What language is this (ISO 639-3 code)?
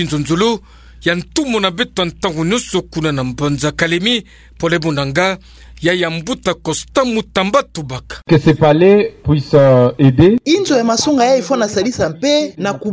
ktu